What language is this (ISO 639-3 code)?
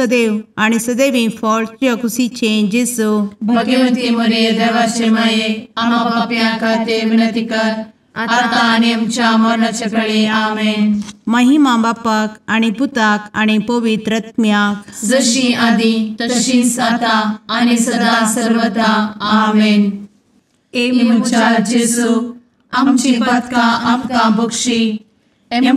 kok